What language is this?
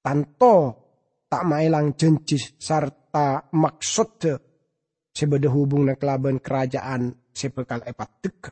Madurese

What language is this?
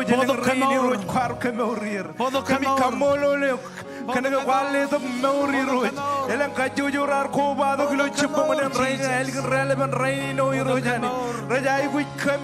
Marshallese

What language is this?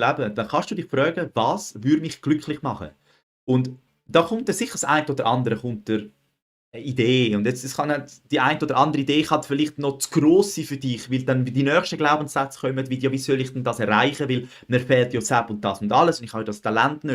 Swiss German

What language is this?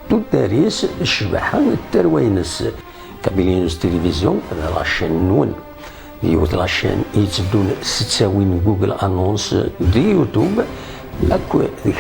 Kabyle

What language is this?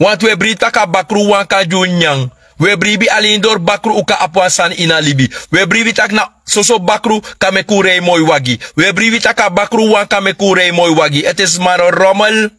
Sranan Tongo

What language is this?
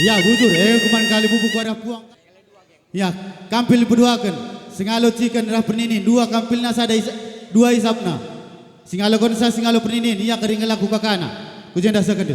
Batak Karo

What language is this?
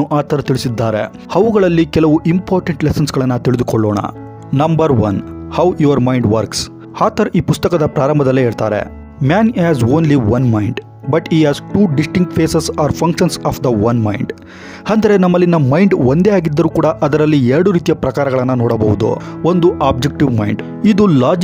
Kannada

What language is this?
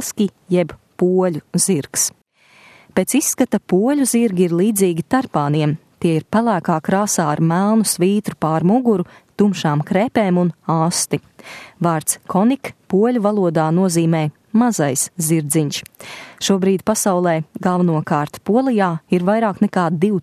Latvian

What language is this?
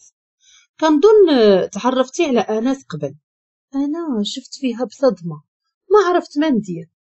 Moroccan Arabic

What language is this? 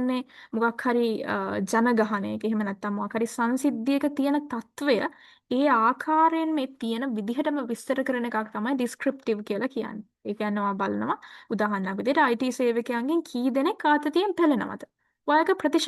Sinhala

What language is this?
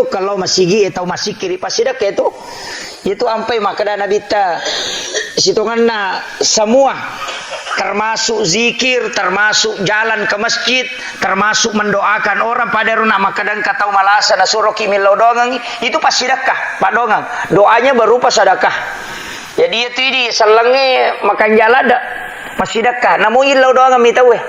Buginese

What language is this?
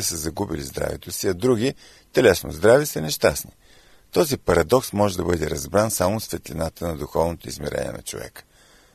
Bulgarian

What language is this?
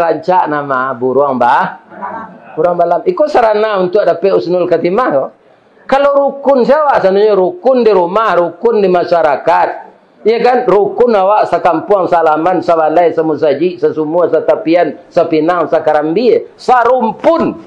Minangkabau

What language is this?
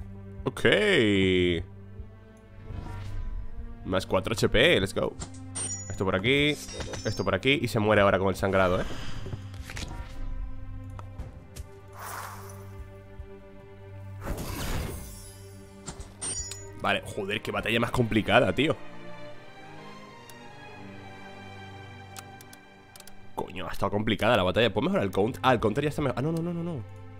Spanish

